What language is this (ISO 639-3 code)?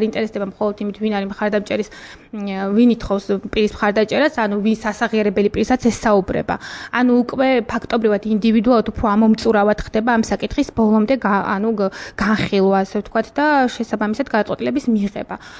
kat